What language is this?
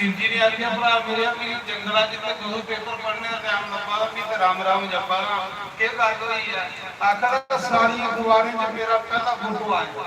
Dogri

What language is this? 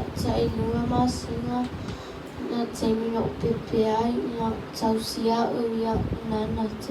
Samoan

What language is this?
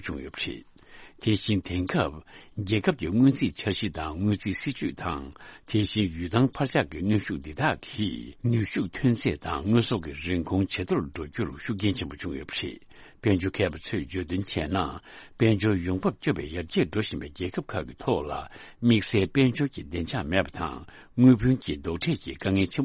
Tibetan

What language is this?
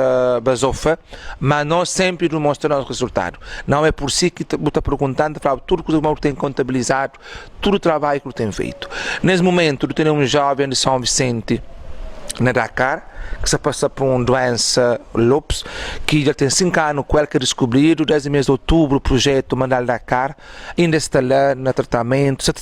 Kabuverdianu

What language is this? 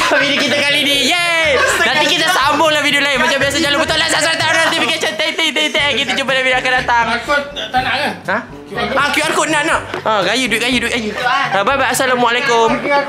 Malay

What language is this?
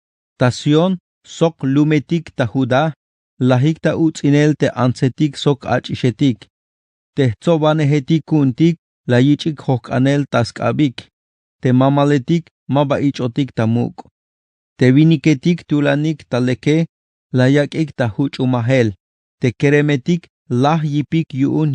Tzeltal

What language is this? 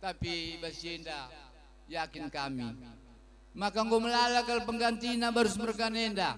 Batak Karo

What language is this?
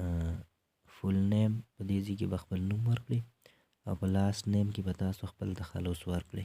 Pashto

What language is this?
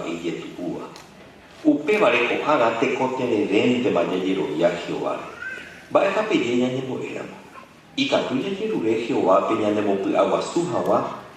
Guarani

